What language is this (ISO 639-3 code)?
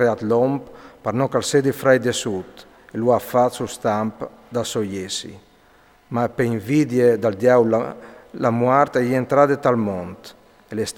fur